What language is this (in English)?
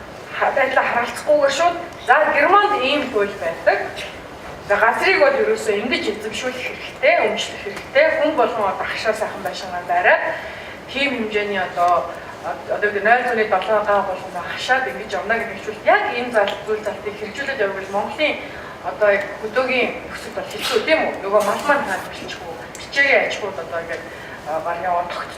Mongolian